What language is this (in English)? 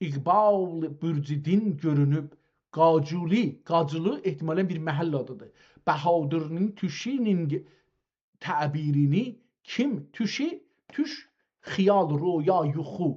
South Azerbaijani